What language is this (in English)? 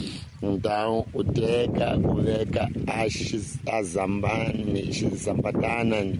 Tsonga